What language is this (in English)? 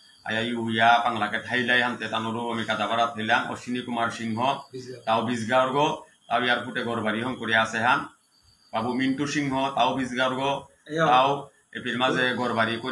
Bishnupriya